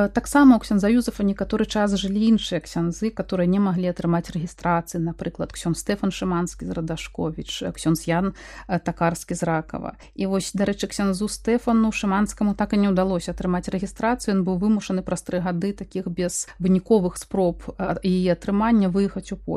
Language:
Belarusian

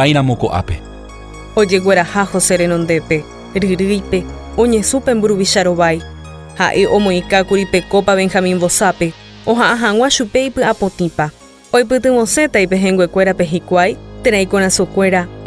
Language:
Guarani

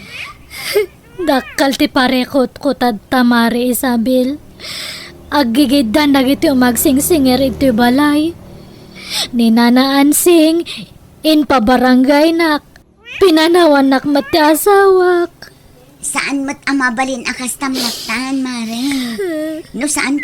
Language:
Iloko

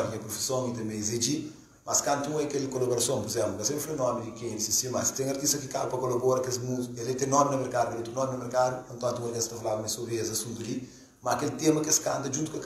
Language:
Kabuverdianu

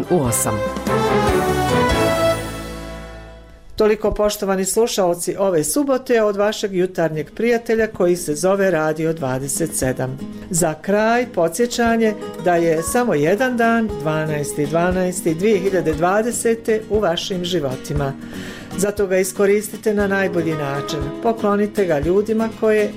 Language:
Bosnian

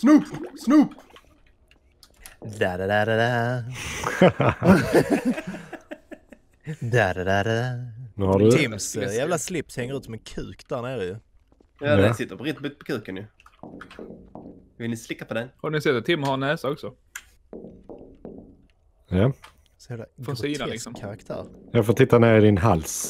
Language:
Swedish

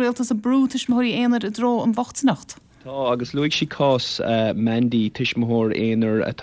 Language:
Irish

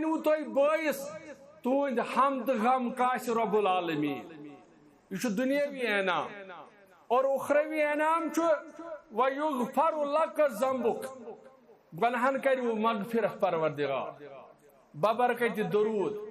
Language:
Kashmiri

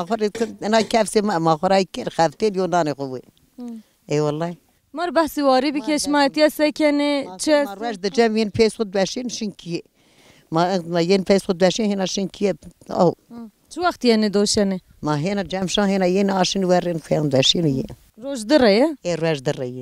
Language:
Zaza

